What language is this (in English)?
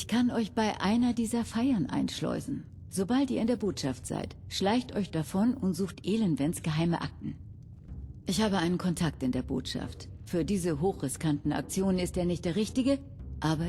Bavarian